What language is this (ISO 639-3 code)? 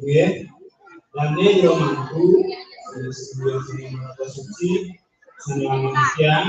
ban